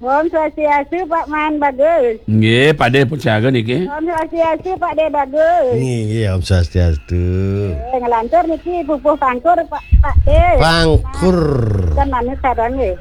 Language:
Balinese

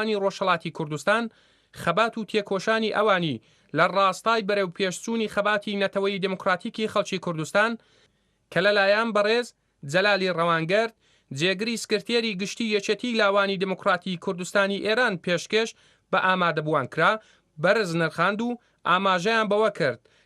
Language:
Central Kurdish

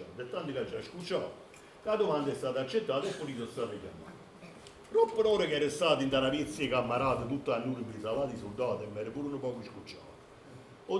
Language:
Neapolitan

